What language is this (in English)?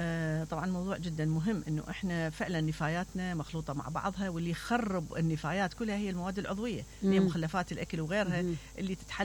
Mesopotamian Arabic